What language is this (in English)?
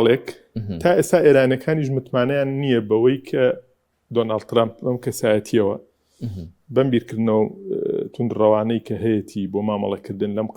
Central Kurdish